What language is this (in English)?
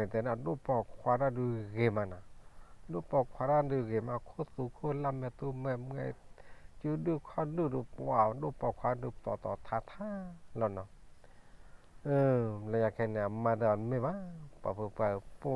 S'gaw Karen